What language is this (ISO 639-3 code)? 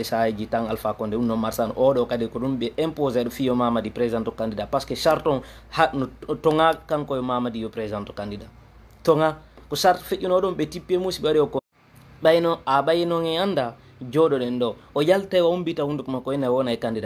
ful